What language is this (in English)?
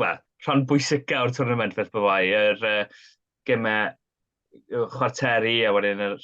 Welsh